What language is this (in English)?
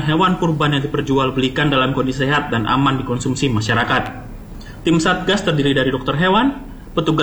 Indonesian